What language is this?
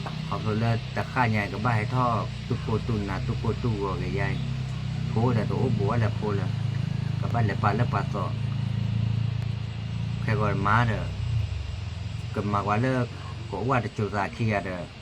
S'gaw Karen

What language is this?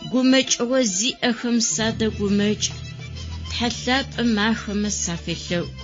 Adyghe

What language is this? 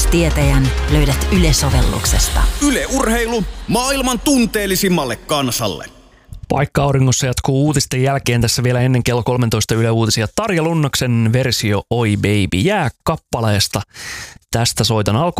Finnish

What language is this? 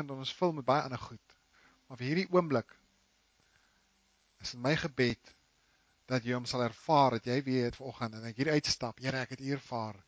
Afrikaans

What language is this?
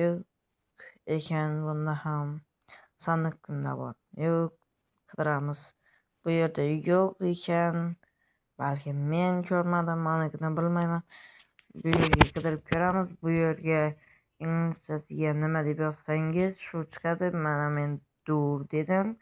Uzbek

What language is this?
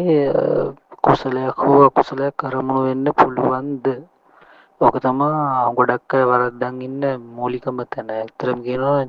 Sinhala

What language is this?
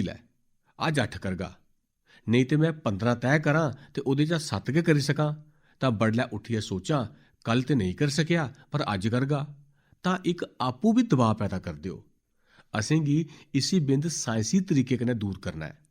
Dogri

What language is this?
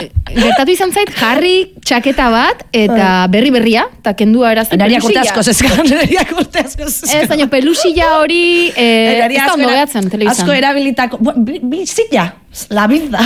Basque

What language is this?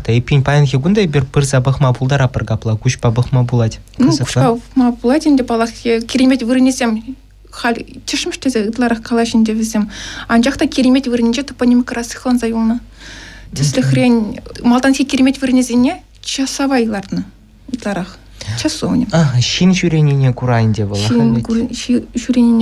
Chuvash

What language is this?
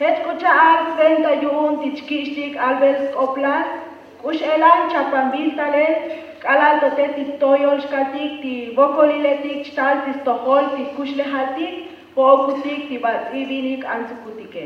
Tzotzil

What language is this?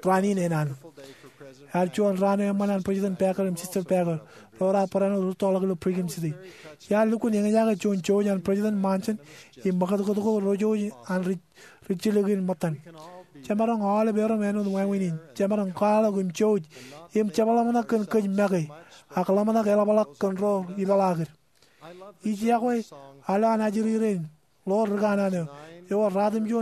Marshallese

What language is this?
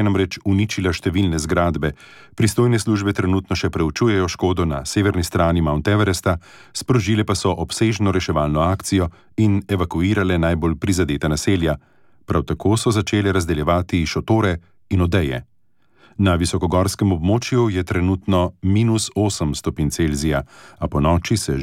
Slovenian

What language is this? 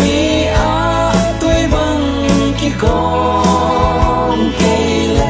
Tedim Chin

